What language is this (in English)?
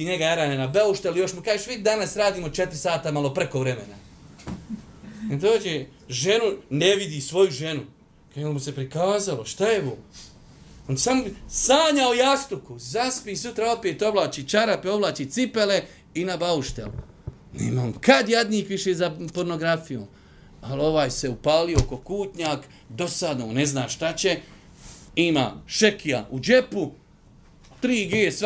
Bosnian